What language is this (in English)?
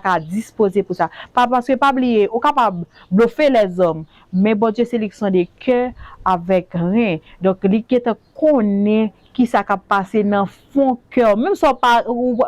Haitian Creole